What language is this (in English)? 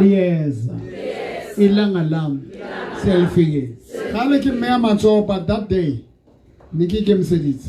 Southern Sotho